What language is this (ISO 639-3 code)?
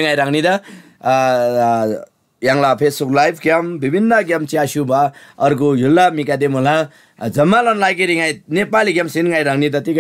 taj